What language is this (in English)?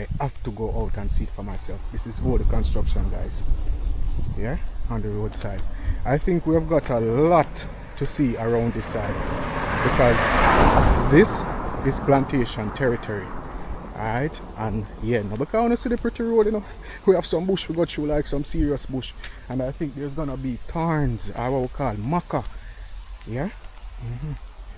Jamaican Creole English